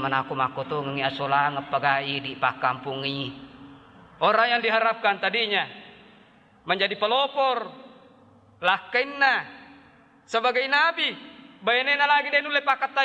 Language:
Buginese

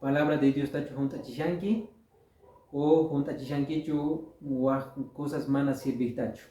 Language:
Quechua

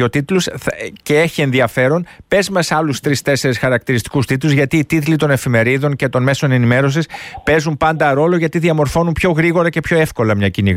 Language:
Greek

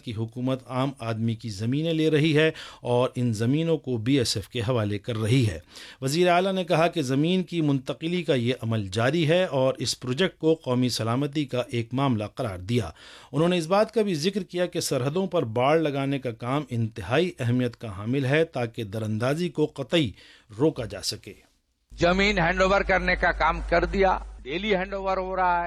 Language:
Urdu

